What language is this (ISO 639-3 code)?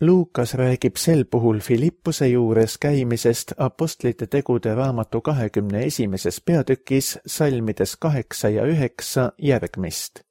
est